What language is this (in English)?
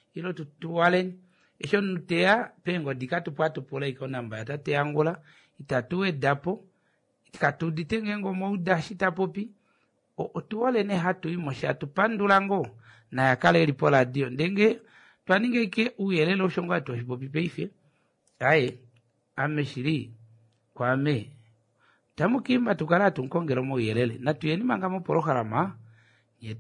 Kuanyama